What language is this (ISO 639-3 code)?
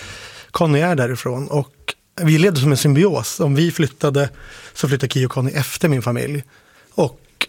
swe